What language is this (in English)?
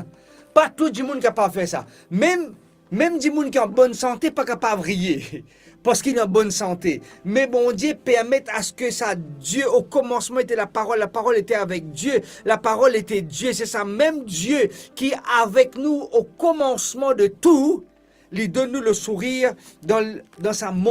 Morisyen